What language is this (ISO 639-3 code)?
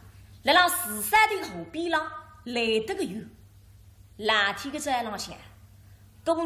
wuu